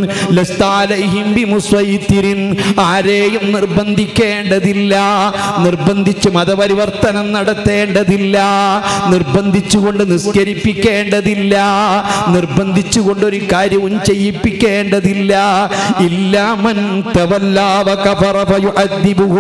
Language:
Malayalam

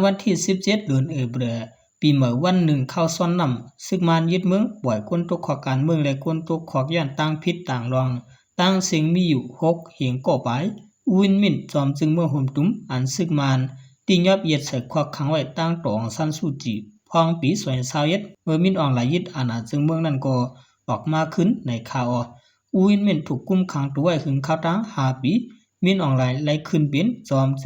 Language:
Shan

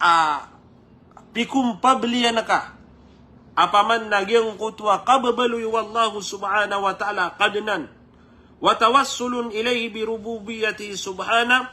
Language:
Maranao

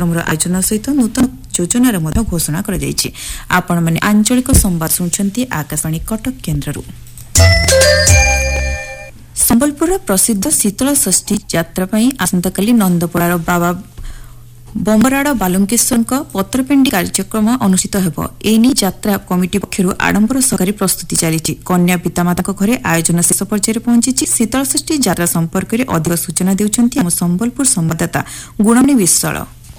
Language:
Odia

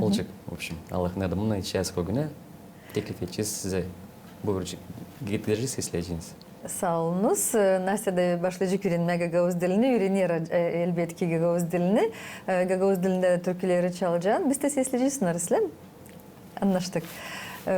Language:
Gagauz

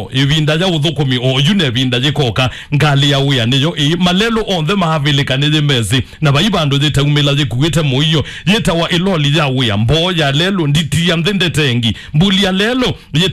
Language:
Kamba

